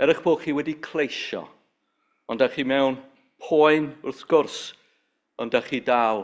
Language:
Welsh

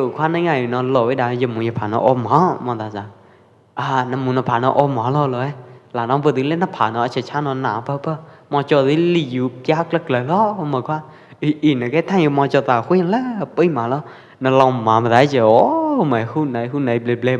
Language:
Pwo Eastern Karen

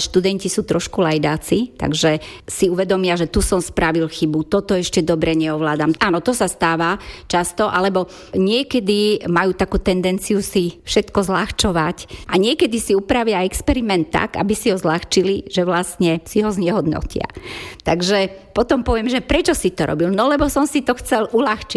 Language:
Slovak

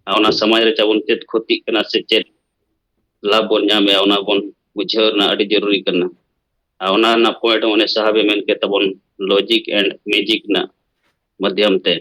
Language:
Santali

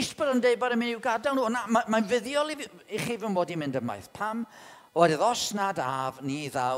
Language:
Welsh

